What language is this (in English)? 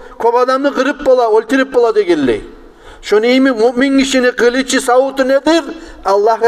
Kumyk